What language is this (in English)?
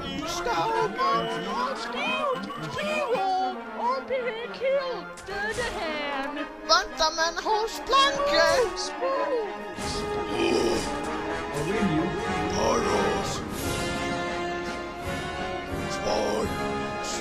Swedish